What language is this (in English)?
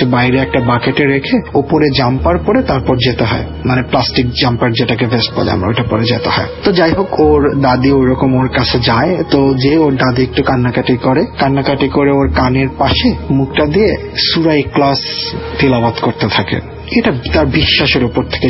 Bangla